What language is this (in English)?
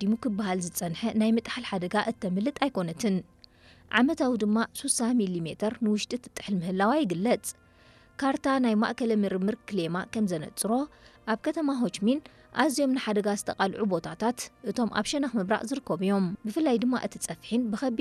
Tigrinya